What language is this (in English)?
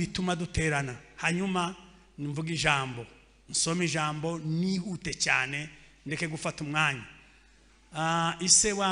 Kinyarwanda